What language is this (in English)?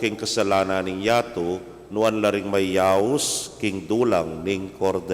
Pampanga